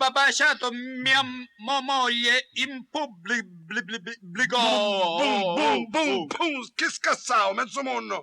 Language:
Sicilian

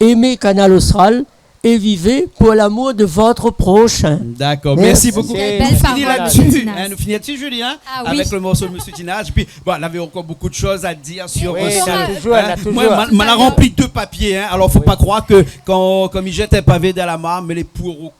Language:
Réunion Creole French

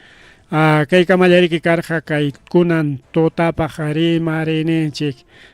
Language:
Ayacucho Quechua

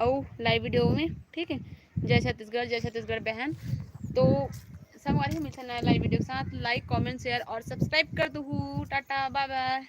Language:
Chhattisgarhi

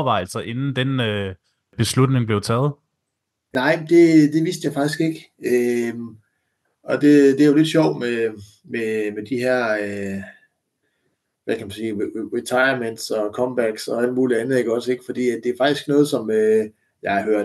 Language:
Danish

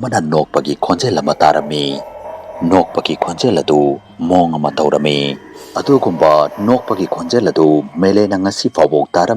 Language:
Manipuri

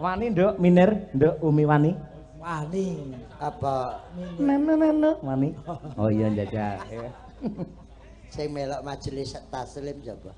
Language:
Javanese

